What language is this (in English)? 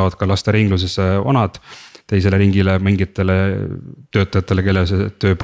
Estonian